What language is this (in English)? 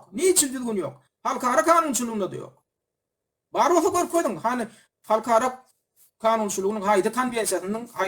Turkmen